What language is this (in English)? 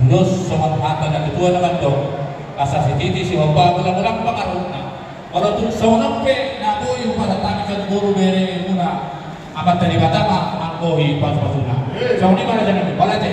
Batak Toba